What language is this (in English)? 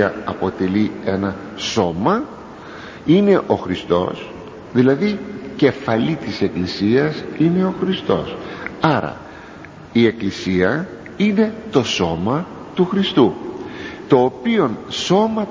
Greek